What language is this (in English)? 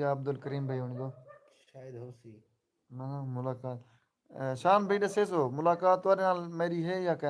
Saraiki